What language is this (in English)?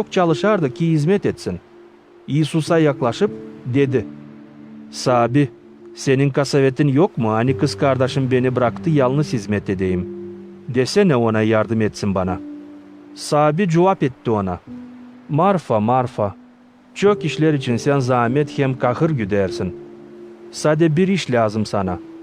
Gagauz